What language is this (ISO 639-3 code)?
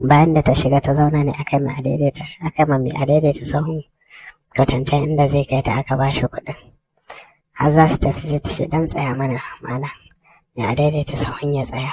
hau